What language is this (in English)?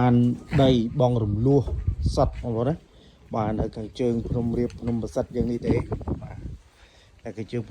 Khmer